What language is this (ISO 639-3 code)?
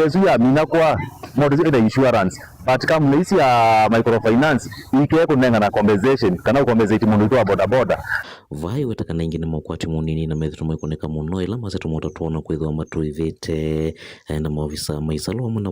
kam